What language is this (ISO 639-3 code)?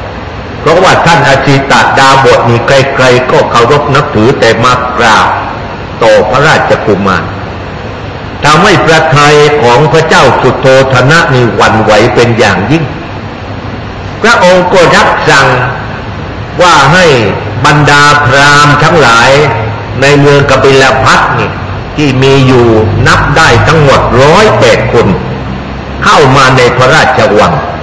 tha